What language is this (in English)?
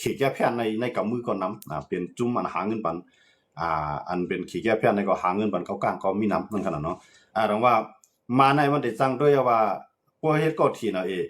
Shan